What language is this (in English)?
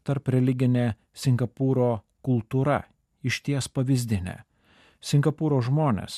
Lithuanian